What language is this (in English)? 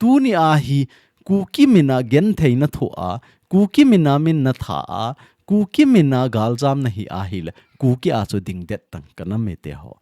Thado Chin